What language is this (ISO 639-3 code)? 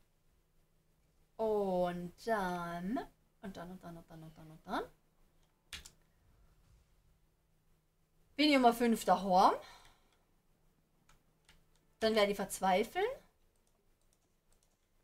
deu